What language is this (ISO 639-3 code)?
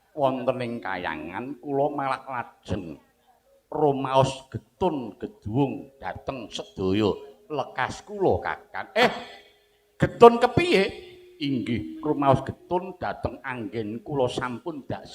jav